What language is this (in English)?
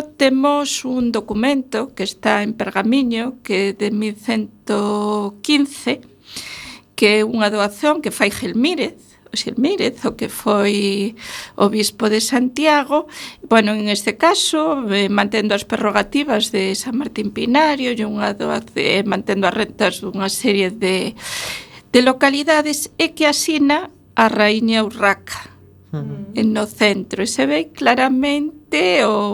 Galician